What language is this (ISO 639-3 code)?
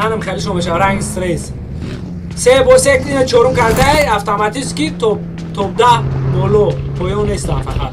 tgk